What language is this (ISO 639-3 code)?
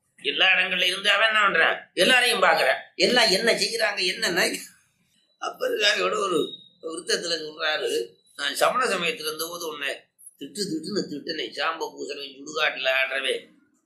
tam